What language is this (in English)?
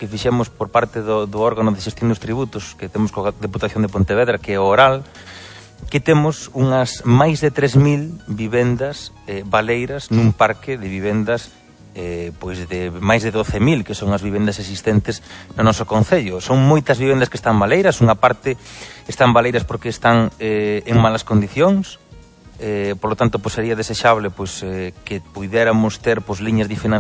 Galician